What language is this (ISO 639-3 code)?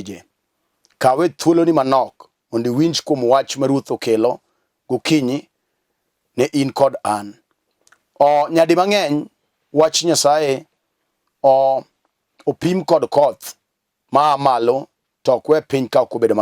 luo